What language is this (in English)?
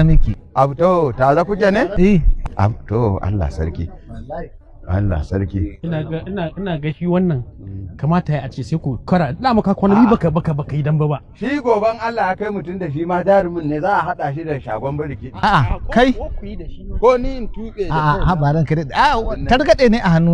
Hausa